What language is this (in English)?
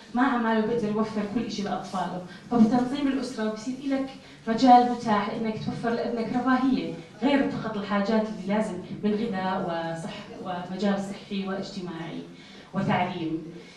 North Levantine Arabic